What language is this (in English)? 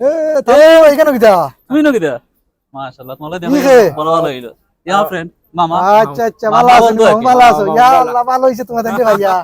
Sylheti